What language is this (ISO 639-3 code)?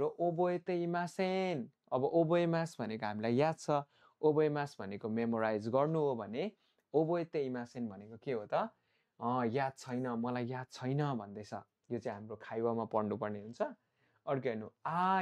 nep